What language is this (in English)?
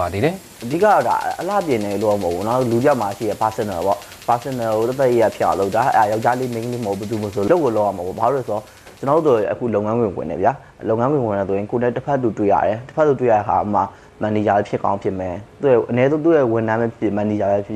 Burmese